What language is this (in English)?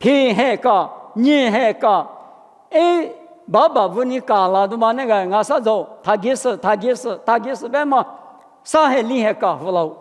Lisu